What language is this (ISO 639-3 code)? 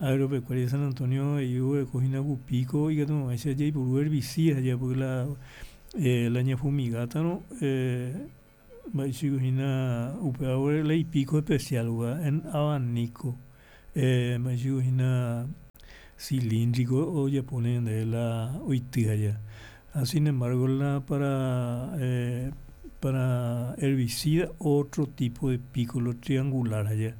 grn